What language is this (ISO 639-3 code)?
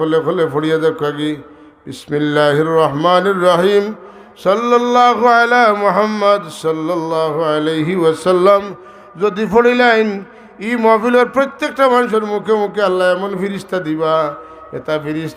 syl